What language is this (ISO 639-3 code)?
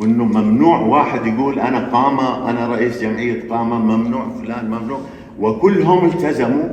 apc